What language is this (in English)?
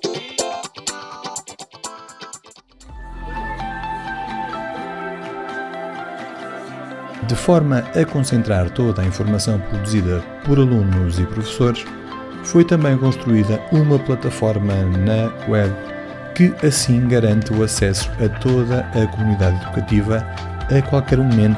Portuguese